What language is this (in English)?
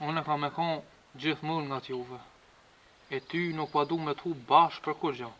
Albanian